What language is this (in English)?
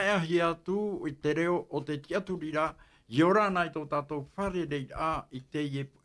Tahitian